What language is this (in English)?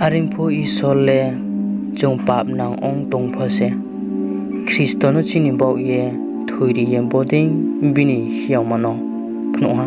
Riang (India)